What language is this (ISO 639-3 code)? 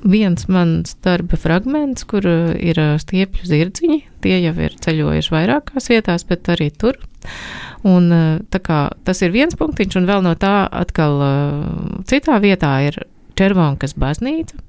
lav